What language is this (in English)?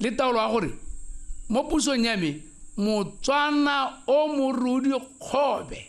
Tswana